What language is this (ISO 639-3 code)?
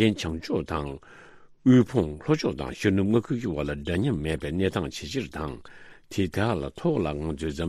bod